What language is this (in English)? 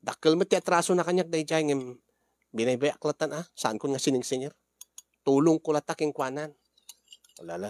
Iloko